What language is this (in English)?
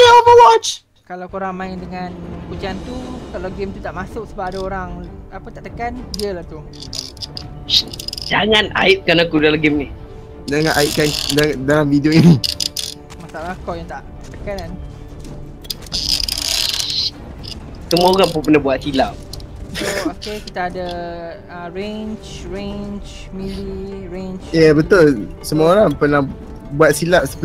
Malay